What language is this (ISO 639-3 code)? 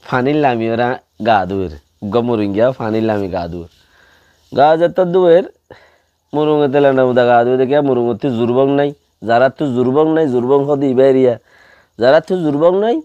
rhg